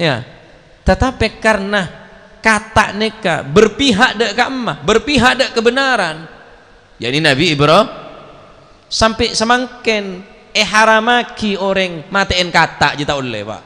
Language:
Madurese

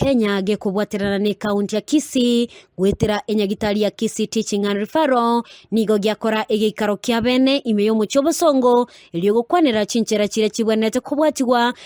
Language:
Gusii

